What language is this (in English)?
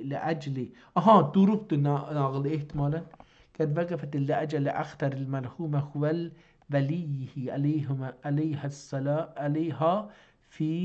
South Azerbaijani